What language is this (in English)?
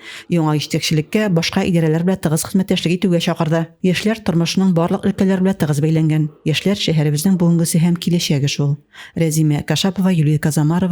Tatar